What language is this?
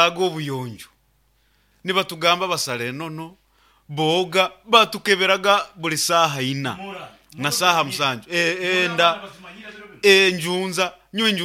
Nyankole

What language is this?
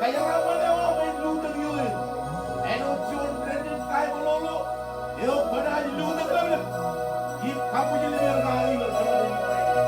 Marshallese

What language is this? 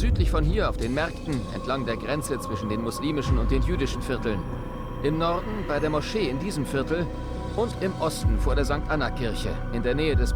Bavarian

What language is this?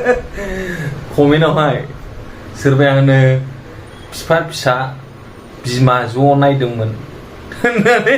Bodo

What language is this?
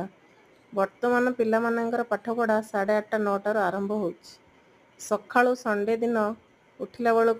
Odia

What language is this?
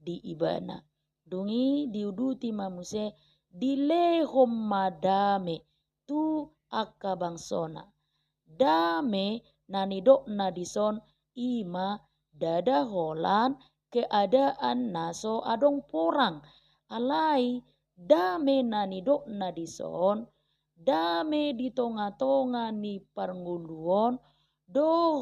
Batak Toba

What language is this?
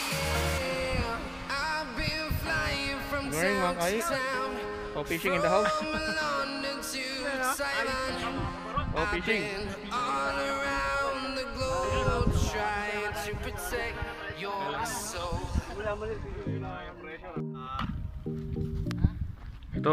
Filipino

